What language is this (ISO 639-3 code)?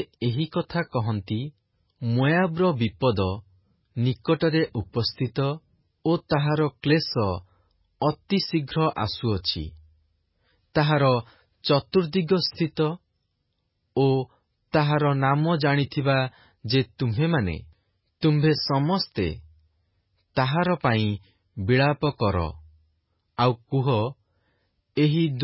ori